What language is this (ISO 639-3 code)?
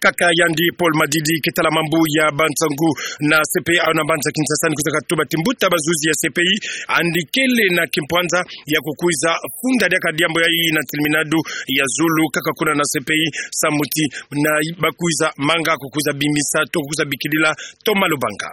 ktu